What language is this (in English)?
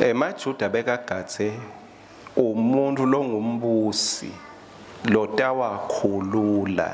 Swati